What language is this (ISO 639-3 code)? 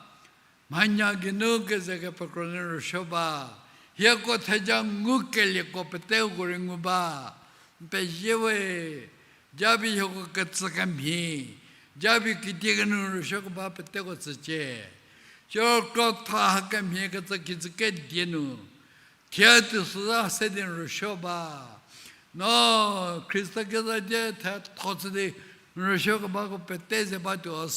njm